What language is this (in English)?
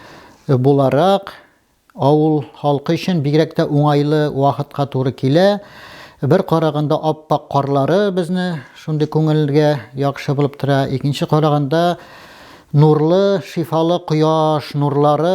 Tatar